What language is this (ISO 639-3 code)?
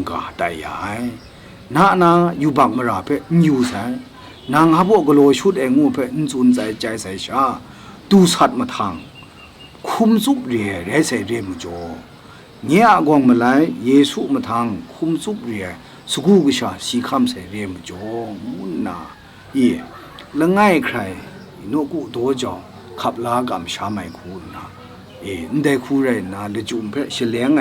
kac